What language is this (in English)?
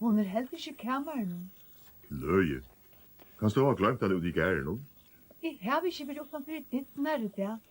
Faroese